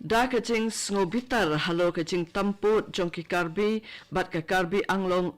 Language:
Khasi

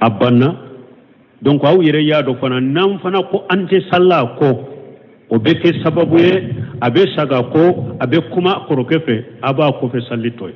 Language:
Bambara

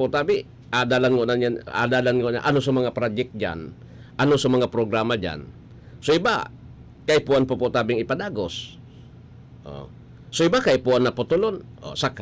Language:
Bikol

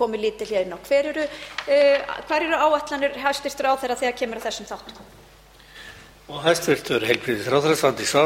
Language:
Icelandic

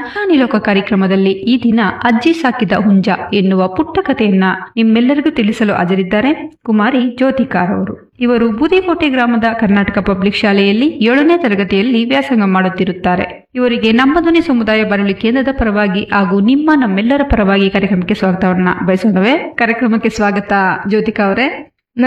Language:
Kannada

